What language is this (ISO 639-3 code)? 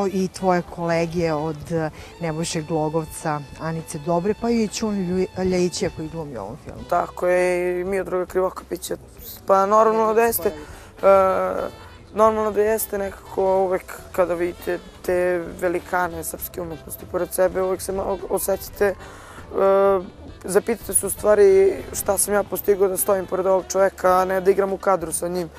srp